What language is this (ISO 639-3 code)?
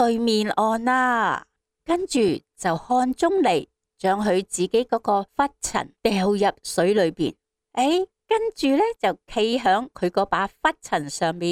yue